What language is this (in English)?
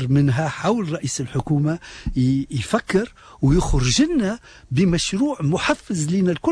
Tunisian Arabic